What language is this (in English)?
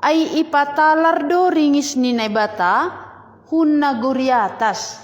Batak Simalungun